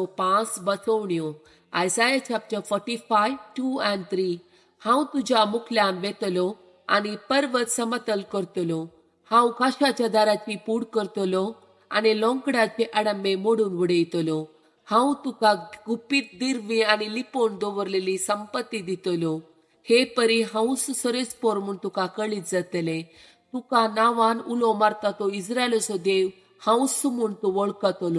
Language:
Konkani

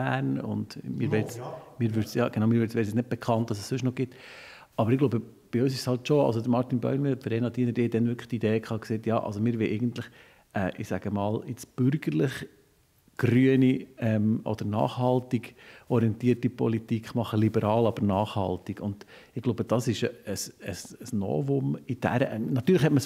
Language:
Swiss German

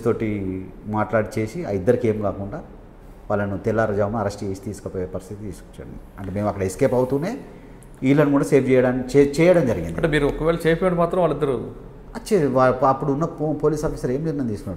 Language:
Telugu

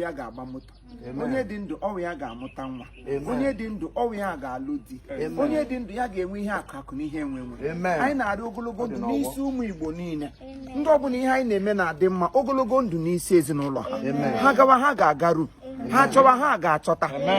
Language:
Igbo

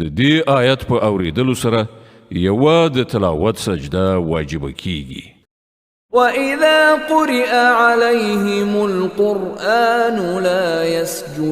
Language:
Pashto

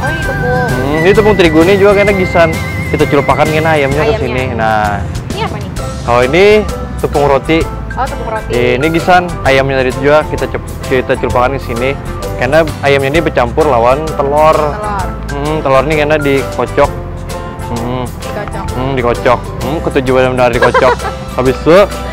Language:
Banjar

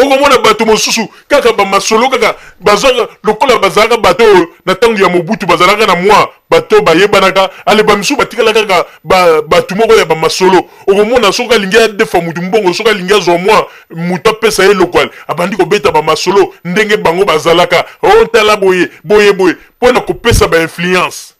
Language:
Lingala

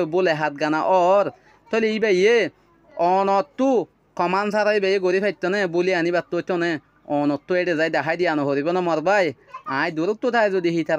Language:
Rohingya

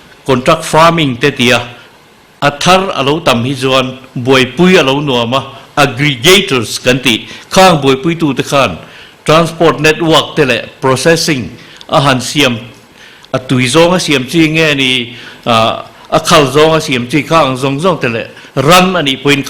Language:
Mizo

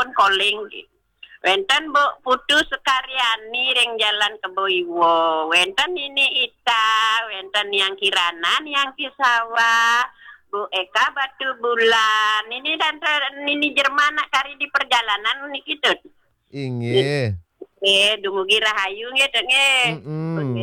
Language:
Balinese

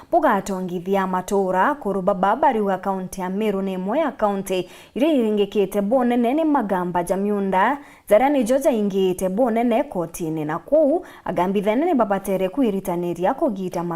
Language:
Meru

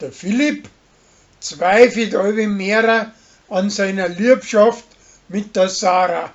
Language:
Bavarian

